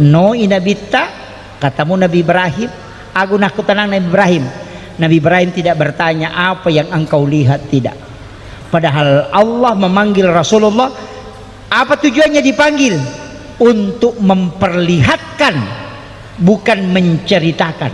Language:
Buginese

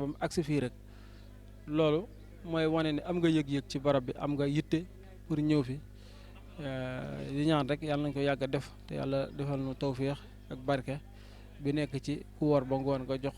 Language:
Wolof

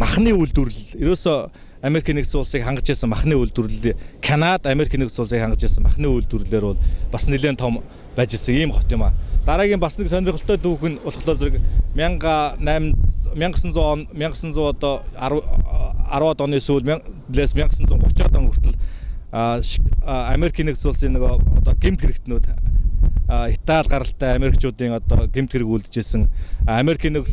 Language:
Mongolian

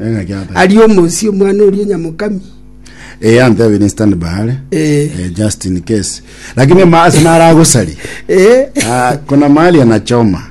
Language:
Gusii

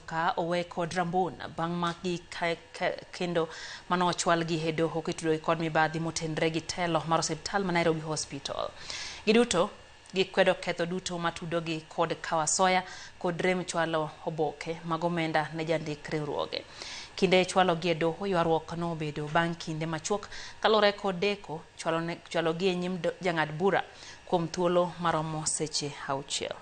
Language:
Luo (Kenya and Tanzania)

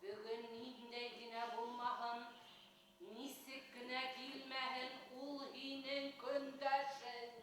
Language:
Bashkir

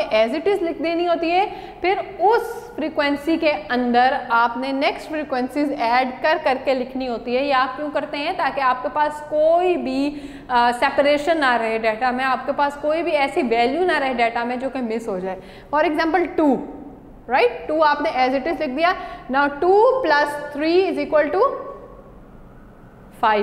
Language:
Hindi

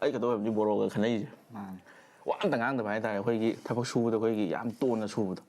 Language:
Manipuri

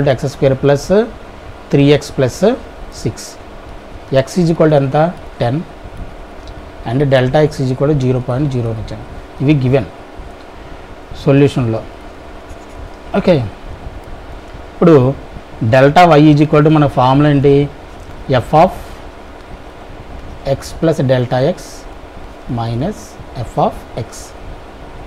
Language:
Telugu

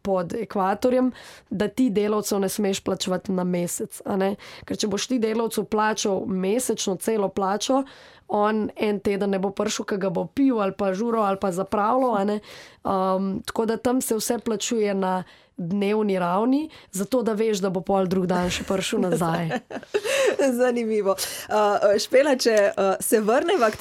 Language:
Slovenian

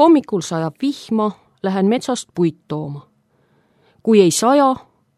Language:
Estonian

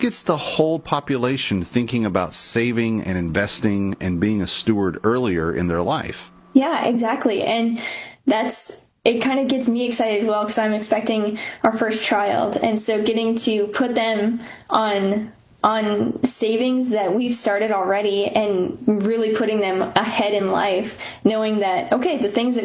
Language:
English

